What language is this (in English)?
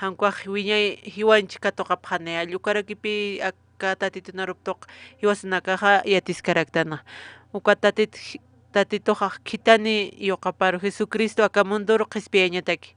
Aymara